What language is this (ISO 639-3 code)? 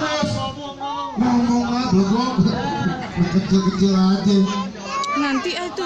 bew